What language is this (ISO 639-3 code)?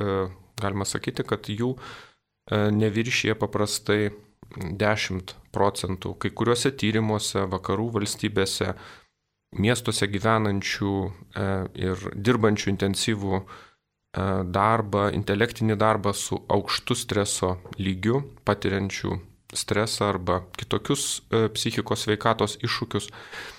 lit